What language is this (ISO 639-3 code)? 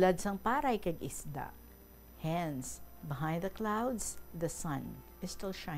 hil